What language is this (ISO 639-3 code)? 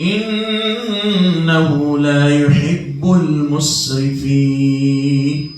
mrw